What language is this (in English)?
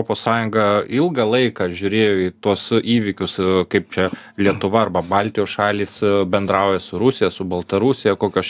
Lithuanian